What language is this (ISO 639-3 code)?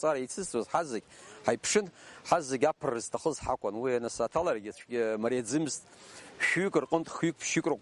abk